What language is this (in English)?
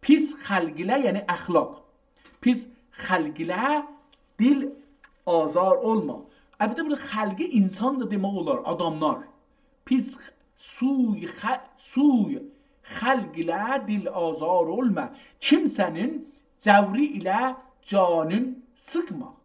South Azerbaijani